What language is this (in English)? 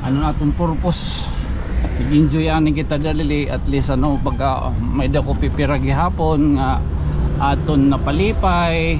Waray